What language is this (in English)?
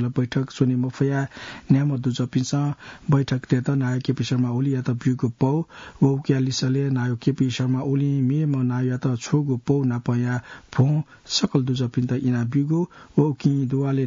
Newari